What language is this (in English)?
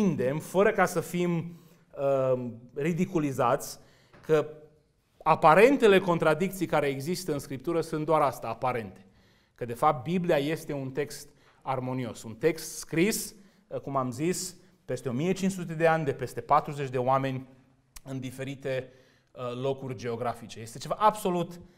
Romanian